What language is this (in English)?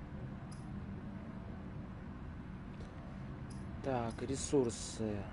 Russian